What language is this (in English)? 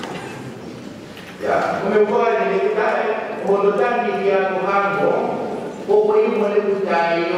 Swahili